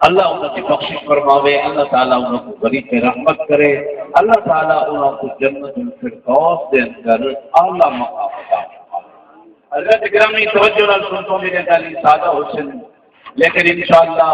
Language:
Saraiki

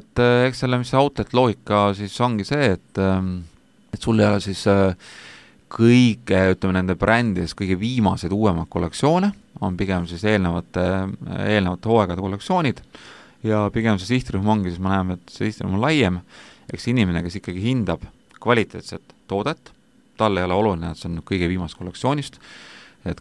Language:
Estonian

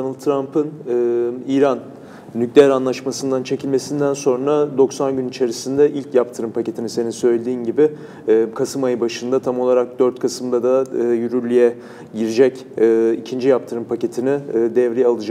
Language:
Turkish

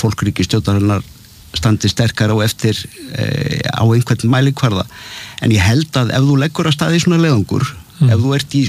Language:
Icelandic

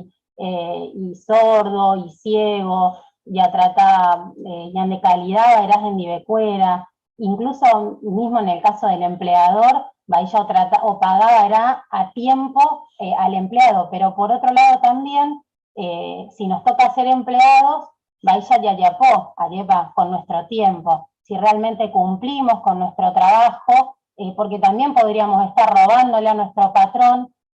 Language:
Guarani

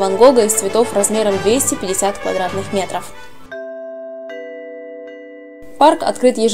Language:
Russian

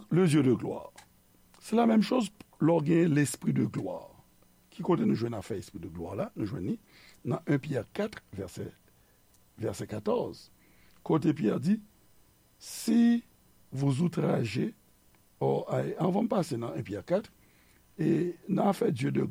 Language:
Haitian Creole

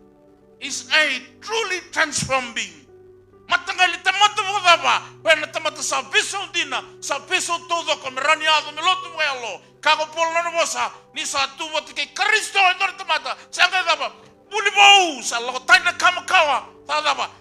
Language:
Fijian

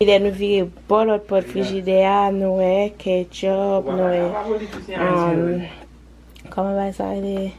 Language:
Haitian Creole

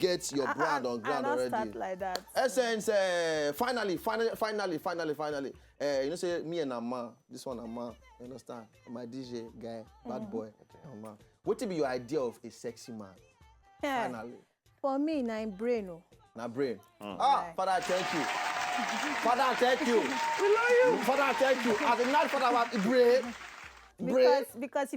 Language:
Nigerian Pidgin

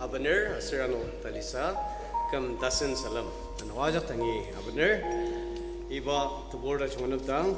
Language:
Ao Naga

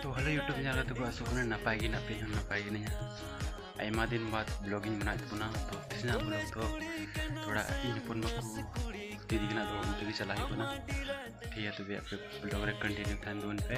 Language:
Santali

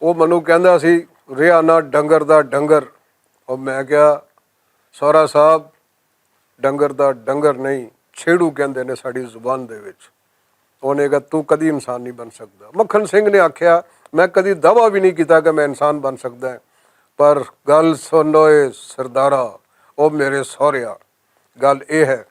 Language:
Western Panjabi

